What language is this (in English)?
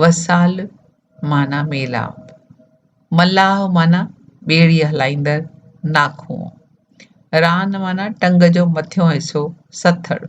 Sindhi